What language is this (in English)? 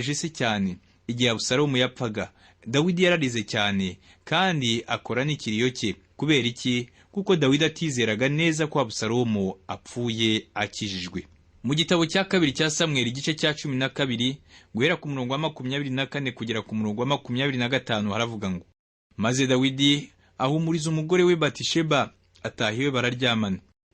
Kinyarwanda